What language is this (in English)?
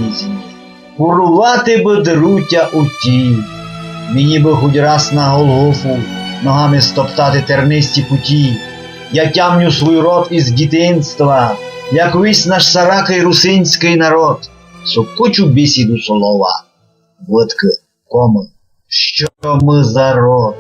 Rusyn